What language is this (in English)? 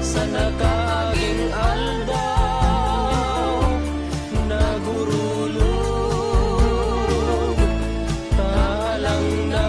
Bikol